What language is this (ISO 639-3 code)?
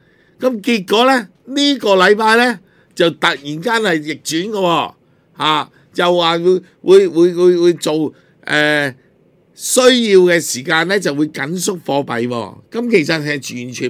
yue